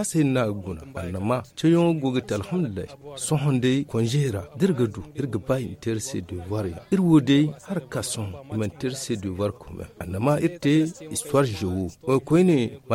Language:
Zarma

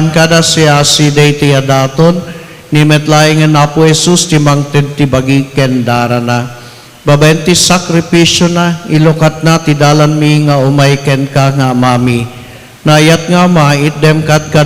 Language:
Iloko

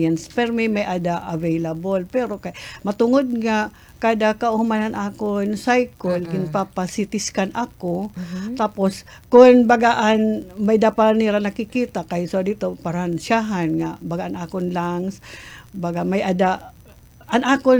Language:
Waray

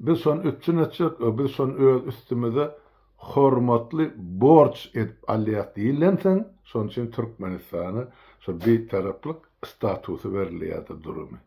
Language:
Turkmen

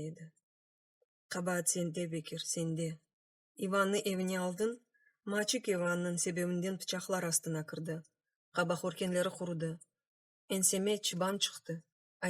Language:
Crimean Tatar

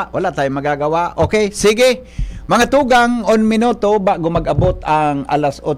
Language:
Bikol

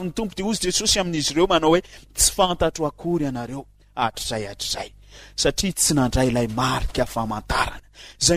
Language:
Malagasy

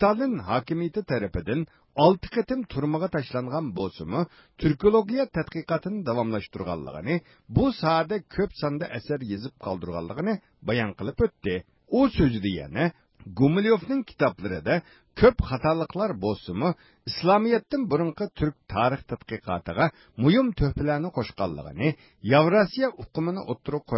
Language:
Uyghur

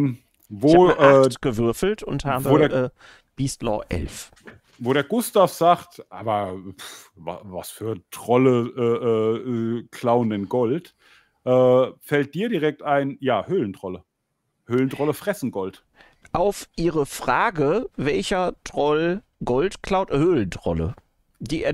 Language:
German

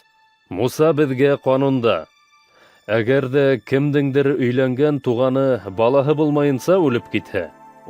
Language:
Bashkir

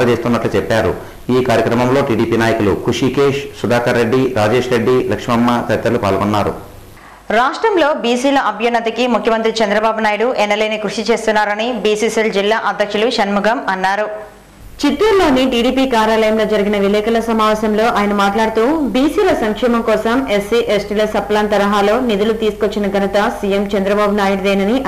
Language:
Telugu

